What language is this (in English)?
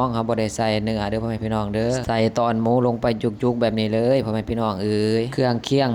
Northeastern Thai